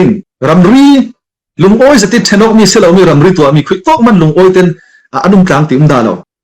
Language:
Falam Chin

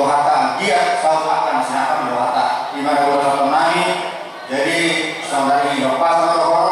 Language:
Batak Toba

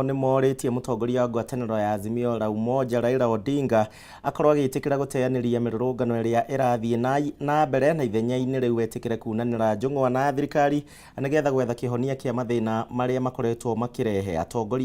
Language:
Kikuyu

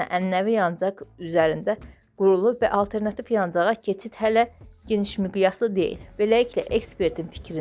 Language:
Azerbaijani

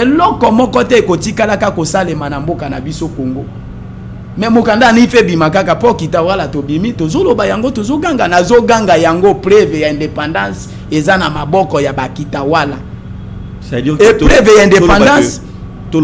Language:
Lingala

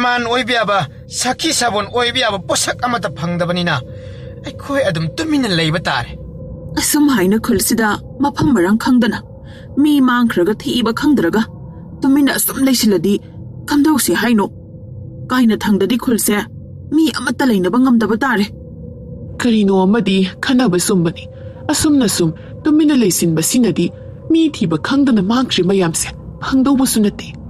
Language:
Manipuri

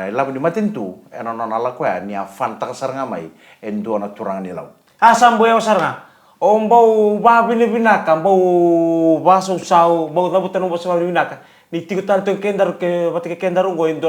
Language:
Fijian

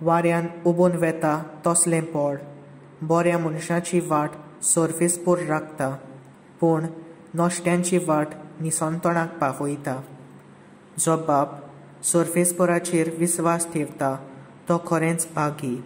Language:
Konkani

